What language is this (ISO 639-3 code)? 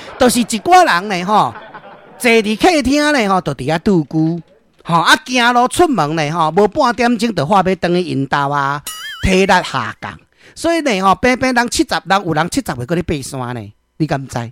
nan